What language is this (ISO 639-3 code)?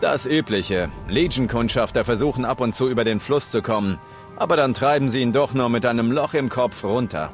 bar